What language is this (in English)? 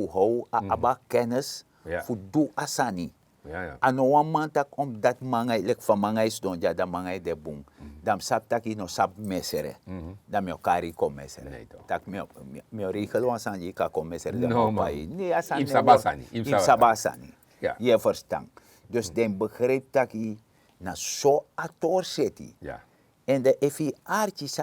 Sranan Tongo